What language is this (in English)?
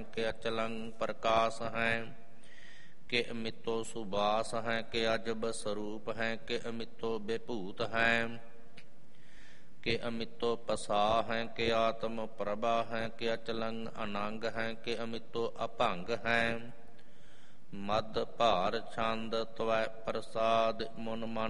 Punjabi